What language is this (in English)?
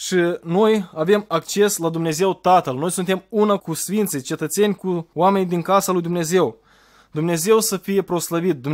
Romanian